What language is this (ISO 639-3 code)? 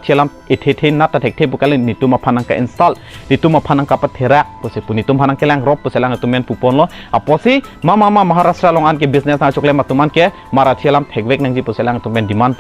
mjw